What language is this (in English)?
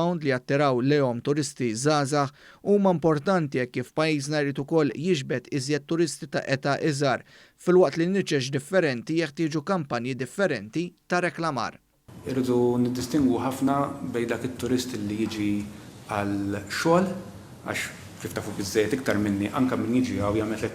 Maltese